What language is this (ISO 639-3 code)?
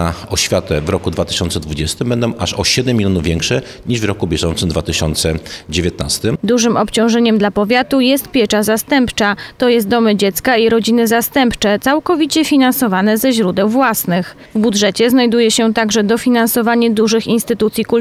pol